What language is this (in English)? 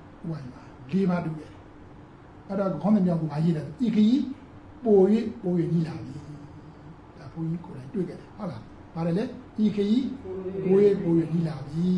Burmese